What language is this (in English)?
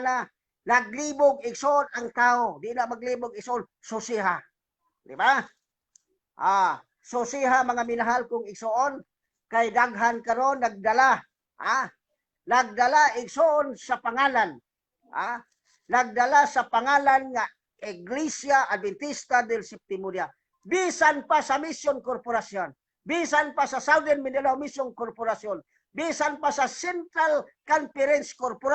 Cebuano